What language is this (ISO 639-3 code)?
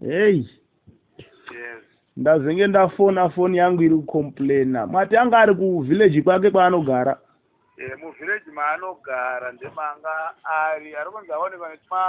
sna